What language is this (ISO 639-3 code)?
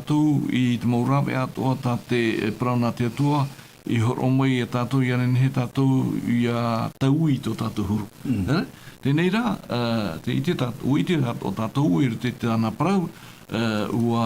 tah